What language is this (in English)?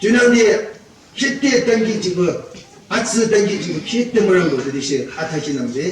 Yimchungru Naga